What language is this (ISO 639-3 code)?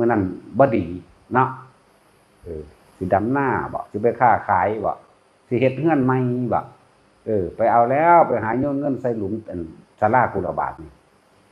tts